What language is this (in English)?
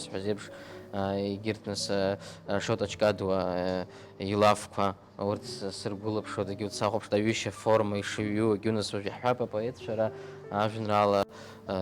Abkhazian